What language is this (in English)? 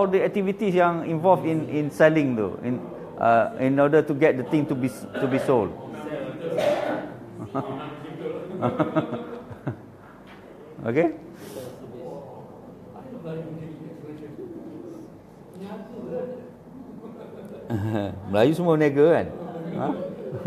Malay